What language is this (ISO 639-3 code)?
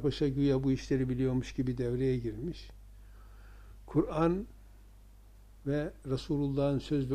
tur